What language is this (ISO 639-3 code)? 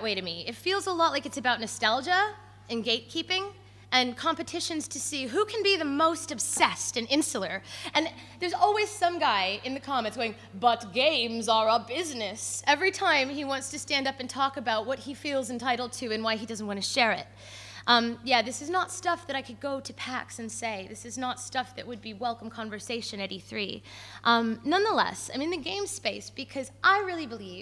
eng